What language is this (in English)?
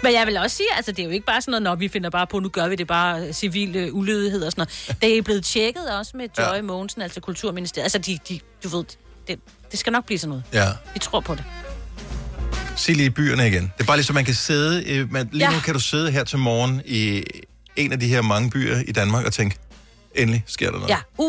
Danish